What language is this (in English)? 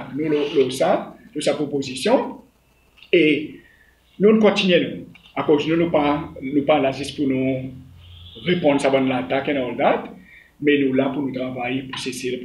Seselwa Creole French